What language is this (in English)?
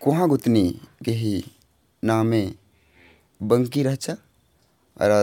Kurukh